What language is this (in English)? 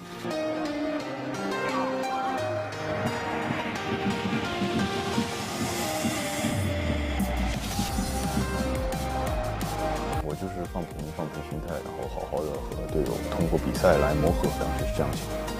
Chinese